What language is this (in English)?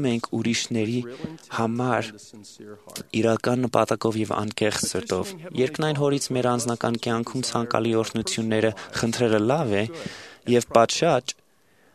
Armenian